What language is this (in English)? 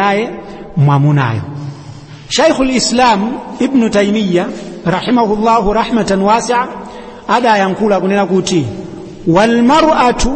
Nyanja